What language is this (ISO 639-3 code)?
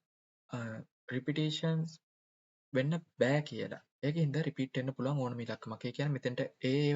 sin